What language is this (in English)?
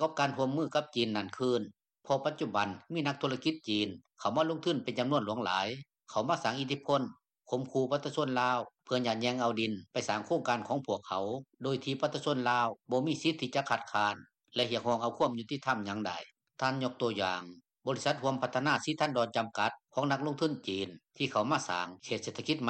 Lao